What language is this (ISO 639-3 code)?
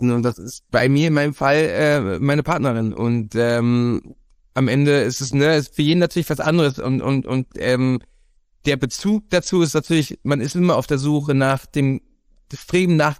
deu